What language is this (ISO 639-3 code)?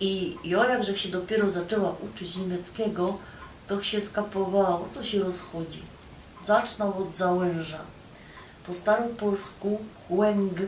szl